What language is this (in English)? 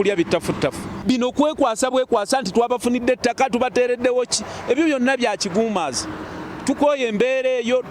Ganda